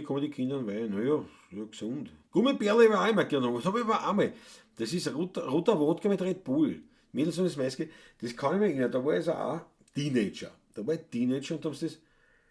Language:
Bavarian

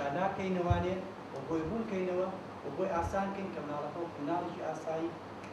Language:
Central Kurdish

